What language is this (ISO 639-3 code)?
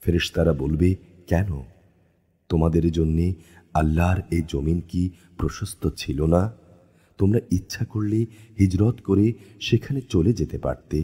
ben